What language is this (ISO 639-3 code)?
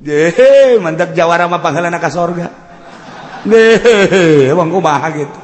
sun